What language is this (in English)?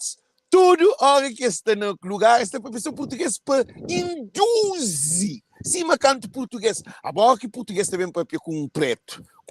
Kabuverdianu